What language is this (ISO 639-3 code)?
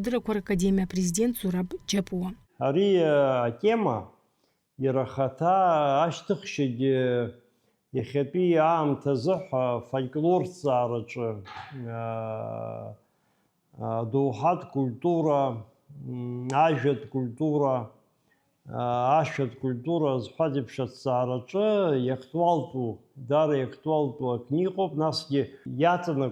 abk